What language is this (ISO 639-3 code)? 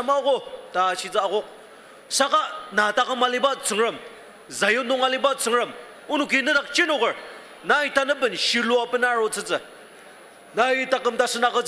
njo